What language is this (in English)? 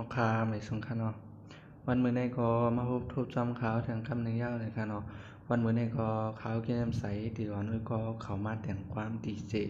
Shan